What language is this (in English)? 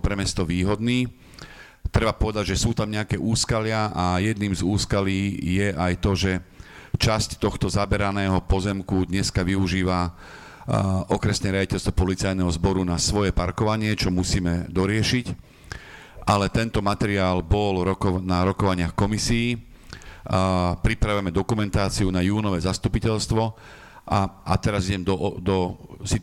Slovak